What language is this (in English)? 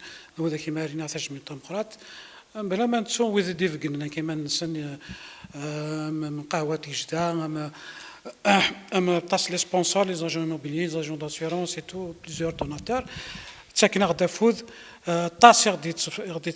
Kabyle